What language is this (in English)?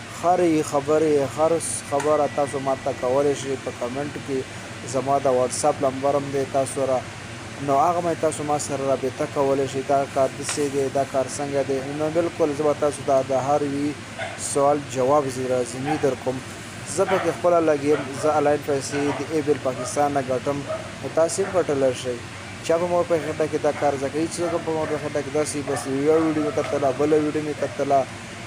Pashto